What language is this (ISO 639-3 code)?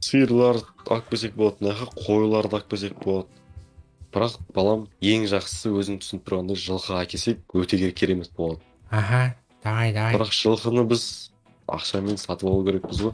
kaz